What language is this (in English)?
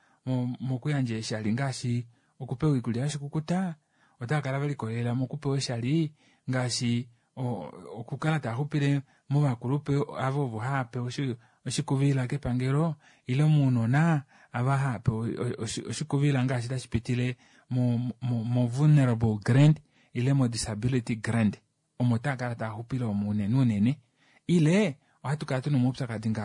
Kuanyama